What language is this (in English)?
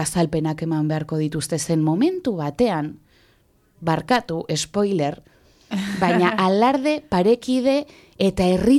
Basque